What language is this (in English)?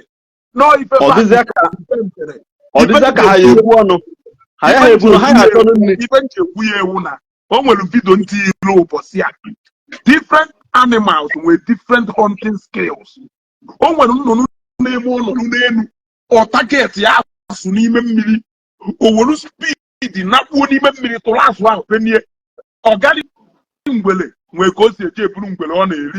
Igbo